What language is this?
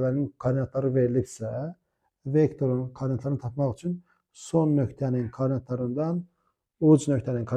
Azerbaijani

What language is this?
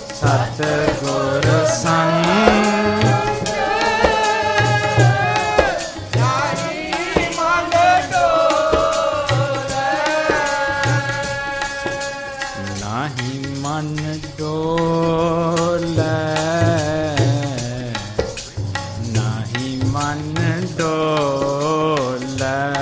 Punjabi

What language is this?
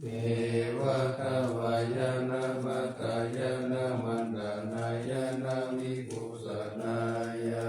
Pali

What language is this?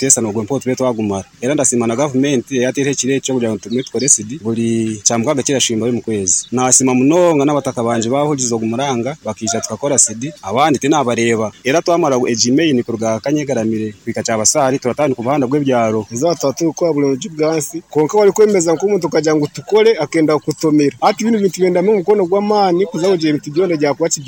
Nyoro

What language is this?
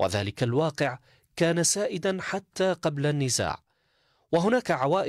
Arabic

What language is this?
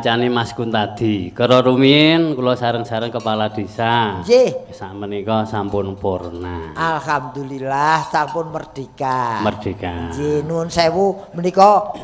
Javanese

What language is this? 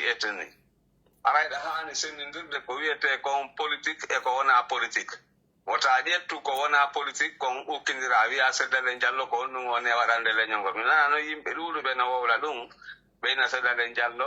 Pular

